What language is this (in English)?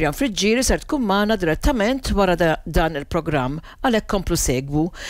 Maltese